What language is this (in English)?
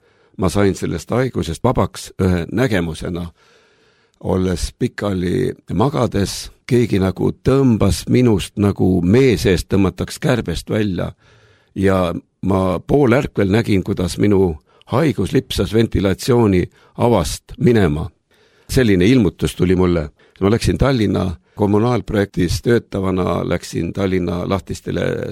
Estonian